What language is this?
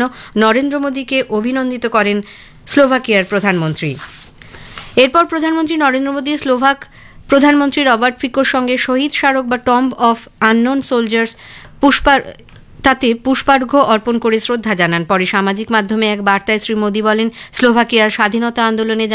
Bangla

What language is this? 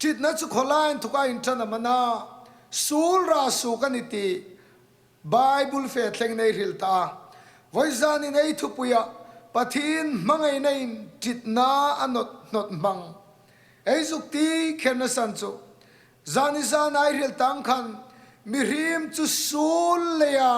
Hmar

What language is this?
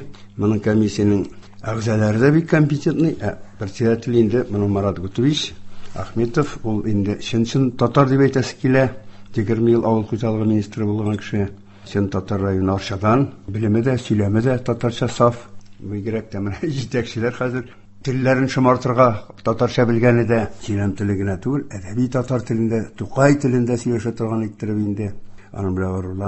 Tatar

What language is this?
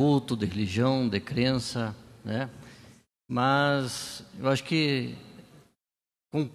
Portuguese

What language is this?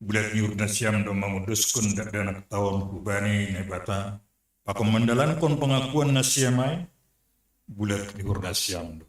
Batak Simalungun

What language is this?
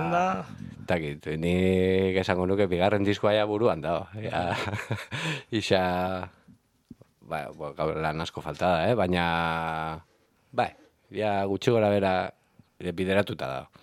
Basque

